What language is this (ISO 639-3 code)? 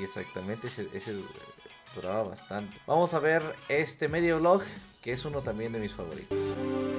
spa